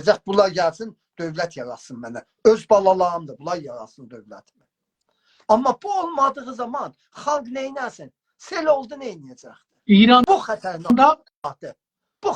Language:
South Azerbaijani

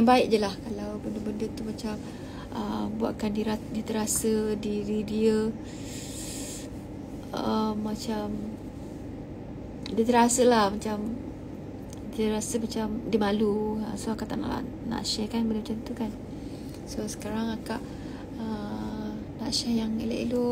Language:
Malay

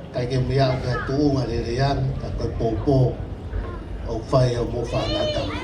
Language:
Tongan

